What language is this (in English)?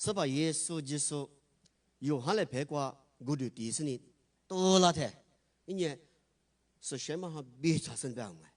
Lisu